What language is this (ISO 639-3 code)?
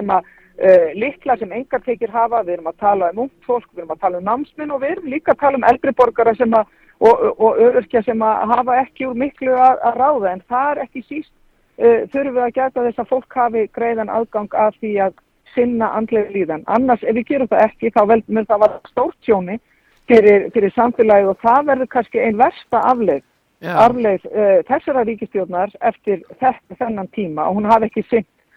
isl